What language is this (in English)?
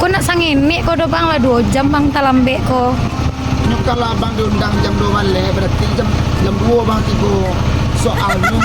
Minangkabau